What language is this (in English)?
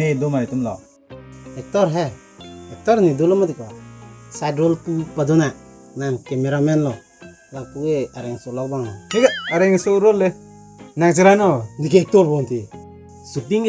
Karbi